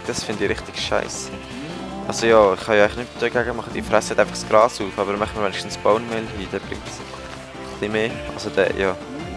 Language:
Swiss German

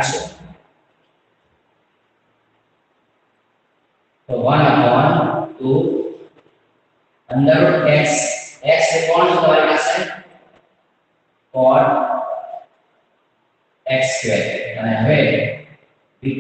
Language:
Gujarati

